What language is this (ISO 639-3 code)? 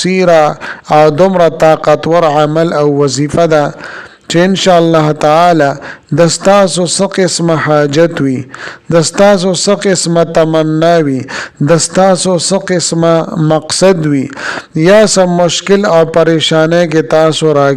pus